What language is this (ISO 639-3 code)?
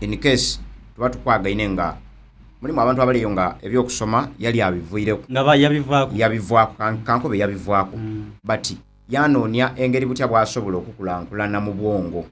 xog